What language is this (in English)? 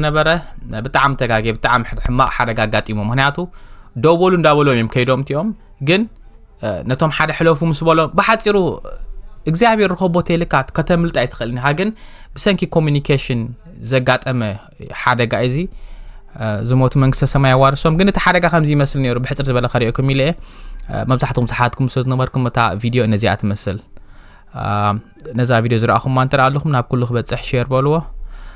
Tigrinya